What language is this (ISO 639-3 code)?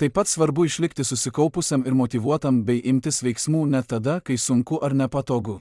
lit